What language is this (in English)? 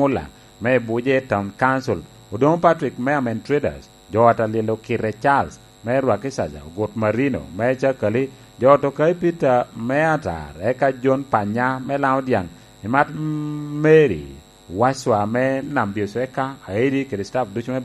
Lango (Uganda)